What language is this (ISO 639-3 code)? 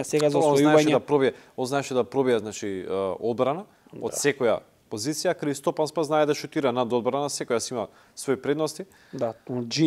mkd